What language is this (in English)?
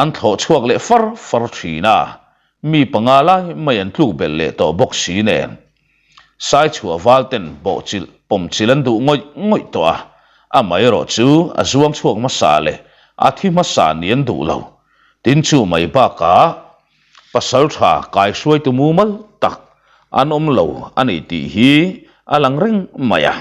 Mizo